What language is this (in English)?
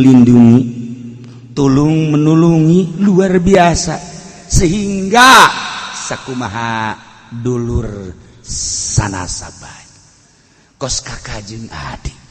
Sundanese